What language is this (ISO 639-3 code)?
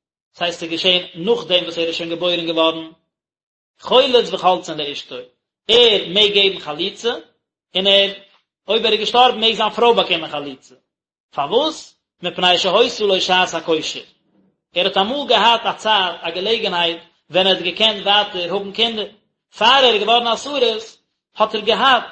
yid